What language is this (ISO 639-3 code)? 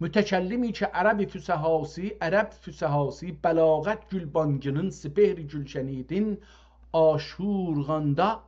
azb